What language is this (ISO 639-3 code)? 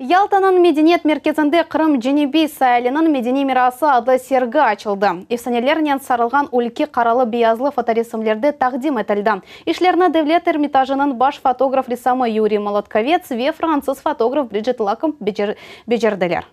crh